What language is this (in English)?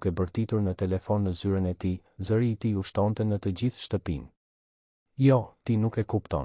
Albanian